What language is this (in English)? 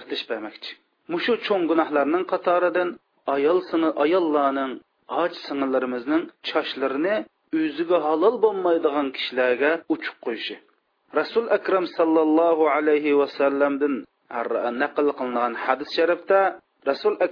Uyghur